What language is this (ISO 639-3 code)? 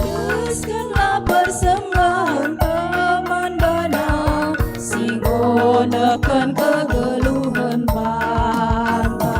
btx